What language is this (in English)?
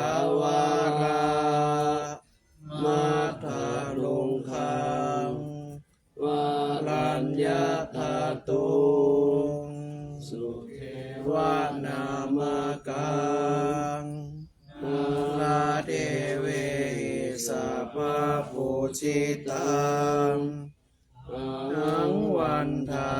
Pali